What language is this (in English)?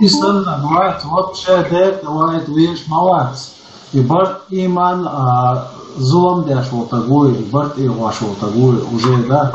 Chechen